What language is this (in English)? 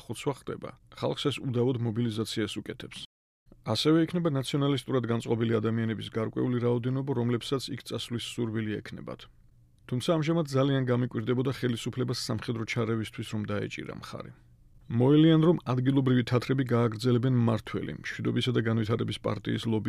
Georgian